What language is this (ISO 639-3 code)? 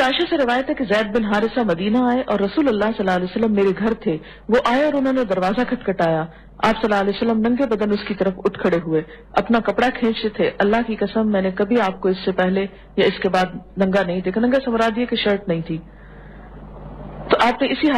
urd